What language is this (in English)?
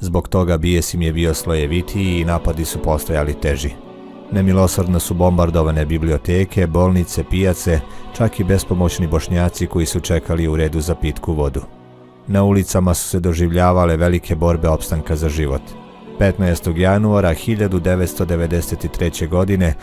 Bosnian